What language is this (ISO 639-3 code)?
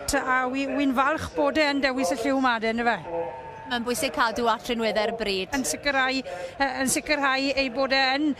cym